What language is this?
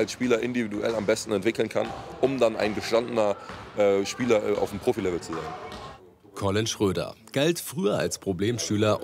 German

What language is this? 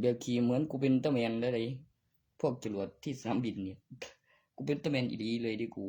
Northeastern Thai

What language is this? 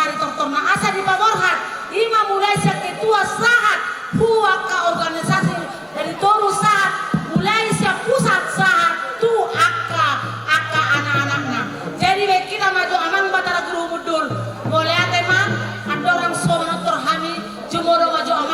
Batak Toba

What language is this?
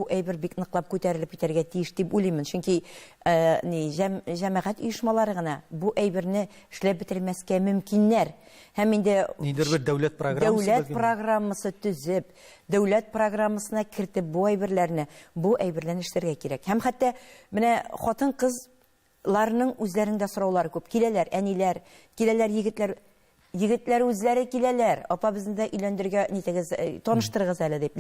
Tatar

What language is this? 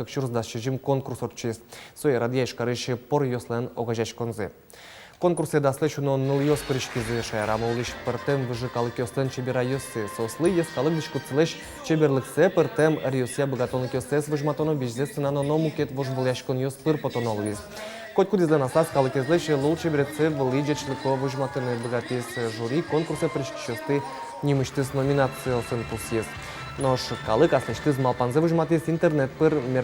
Udmurt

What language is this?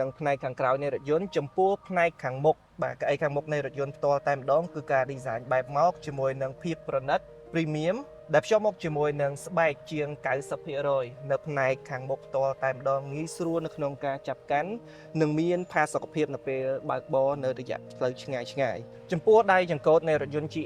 Khmer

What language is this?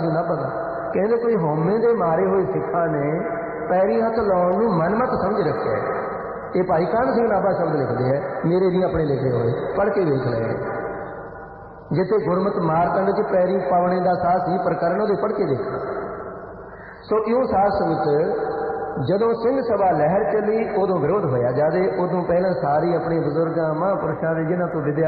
Punjabi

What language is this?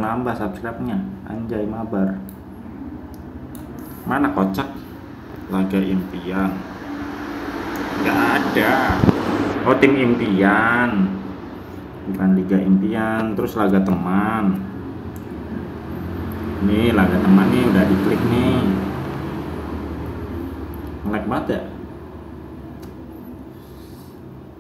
Indonesian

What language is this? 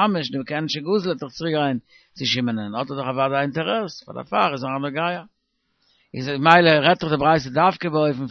Yiddish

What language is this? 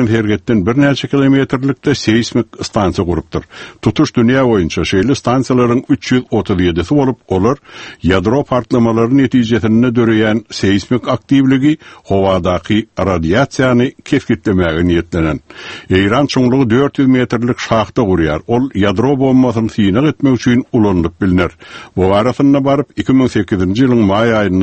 Turkmen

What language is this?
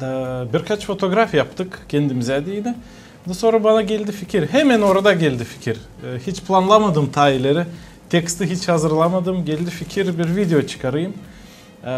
Gagauz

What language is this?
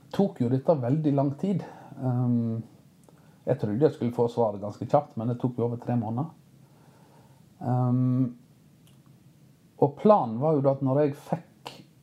Norwegian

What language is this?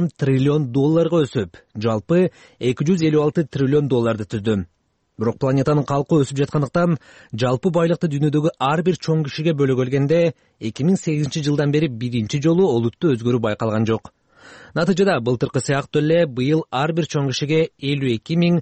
Kyrgyz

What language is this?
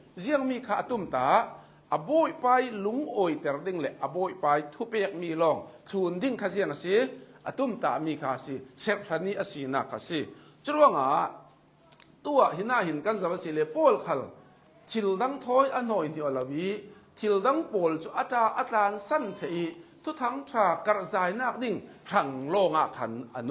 Hakha Chin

